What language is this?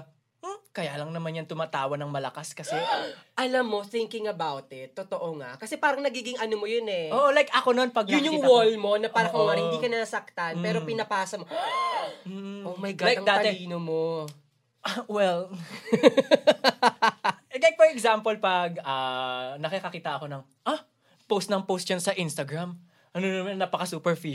Filipino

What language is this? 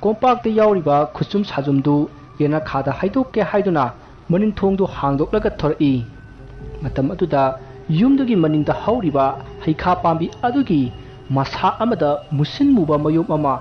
Manipuri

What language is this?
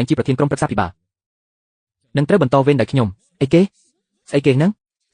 Khmer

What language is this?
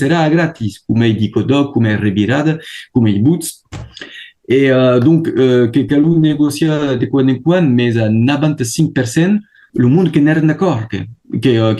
Occitan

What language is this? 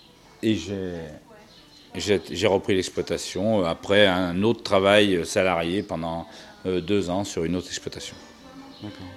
French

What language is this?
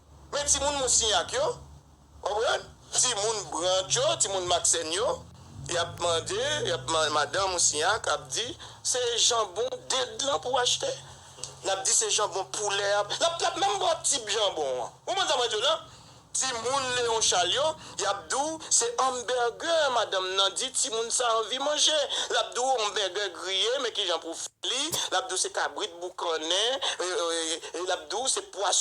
Haitian Creole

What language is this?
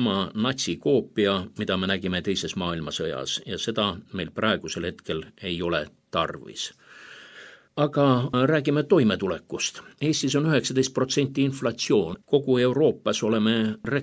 Estonian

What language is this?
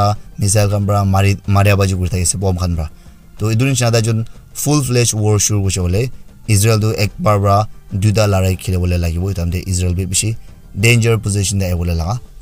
Naga Pidgin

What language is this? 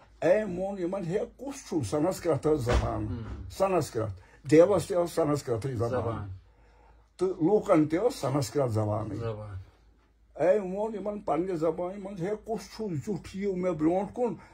Kashmiri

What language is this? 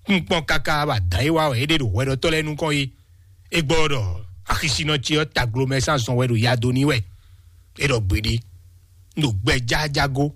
Fon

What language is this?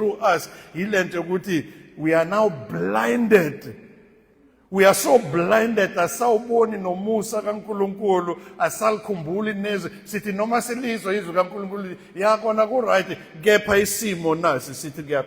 Zulu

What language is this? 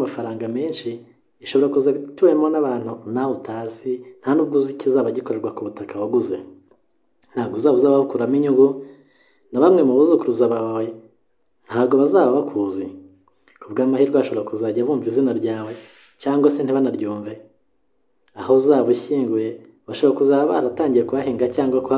Kinyarwanda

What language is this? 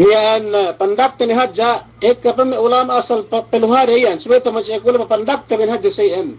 Yakan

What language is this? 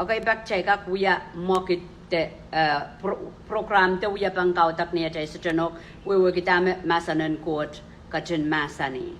Pohnpeian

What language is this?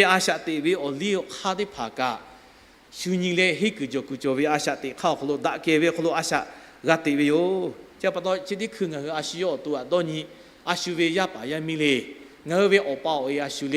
Lahu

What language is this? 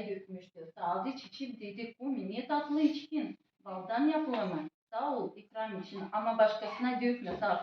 Gagauz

